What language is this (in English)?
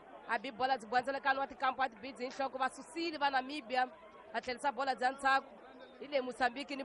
Tsonga